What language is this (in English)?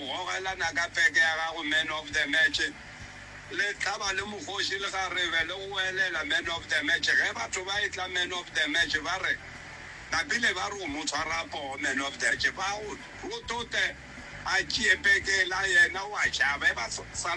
Northern Sotho